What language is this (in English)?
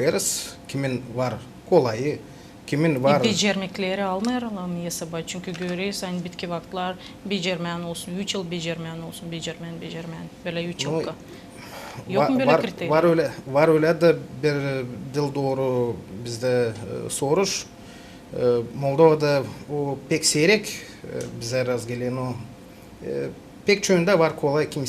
Gagauz